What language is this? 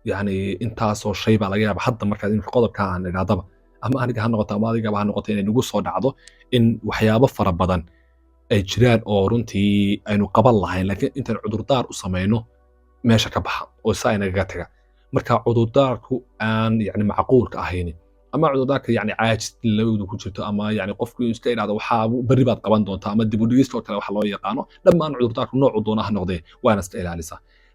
Somali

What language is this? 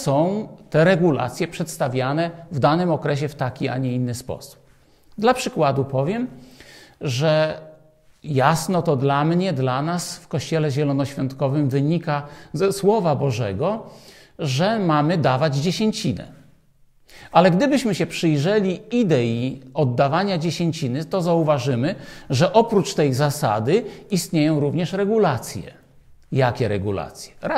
Polish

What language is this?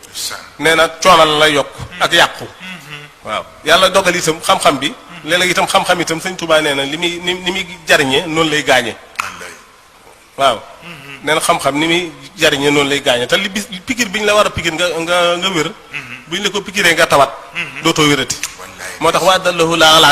Wolof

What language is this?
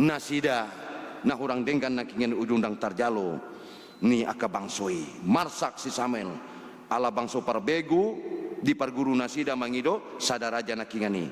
Batak Toba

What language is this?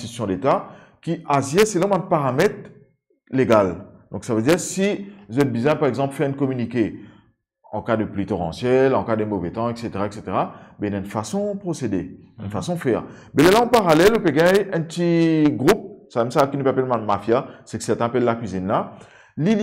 Morisyen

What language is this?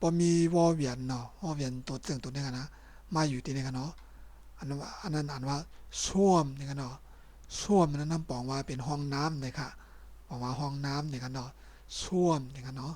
Shan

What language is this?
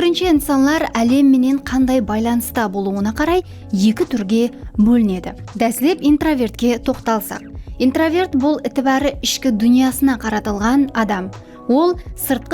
Kara-Kalpak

